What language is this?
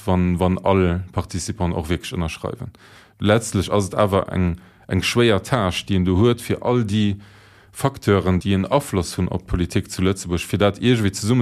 Luxembourgish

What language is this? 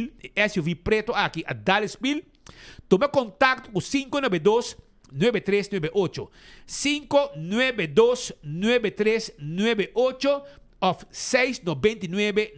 Papiamento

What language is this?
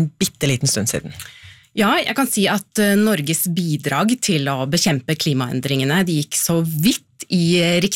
Norwegian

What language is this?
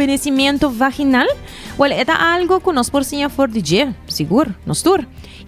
Papiamento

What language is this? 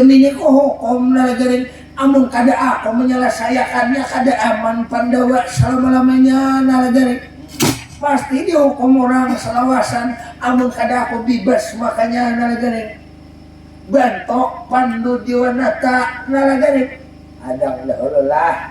Banjar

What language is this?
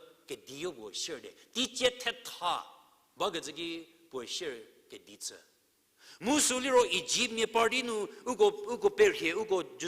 Angami Naga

